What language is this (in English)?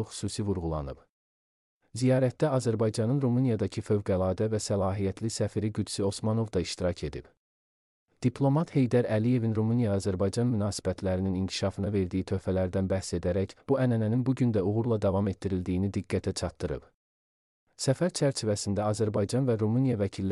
Azerbaijani